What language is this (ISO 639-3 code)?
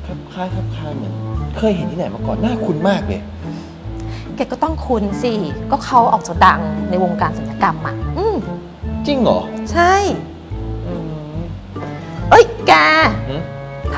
tha